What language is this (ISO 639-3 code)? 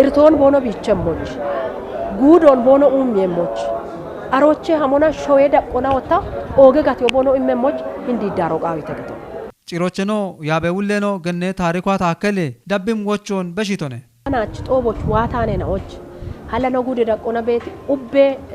kbr